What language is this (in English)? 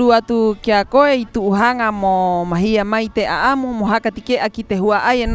Rapanui